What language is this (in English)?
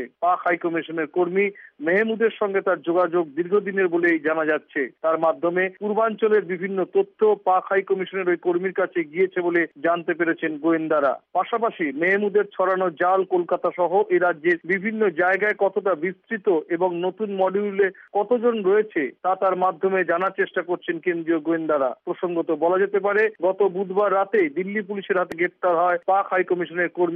Bangla